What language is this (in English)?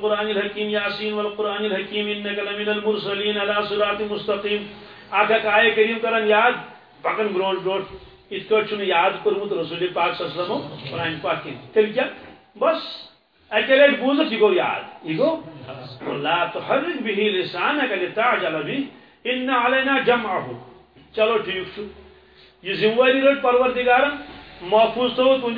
Kashmiri